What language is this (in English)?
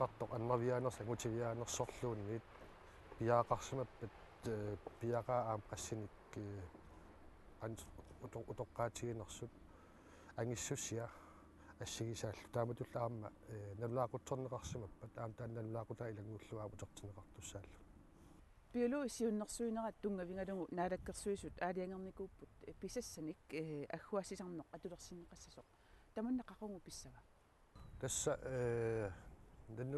Kalaallisut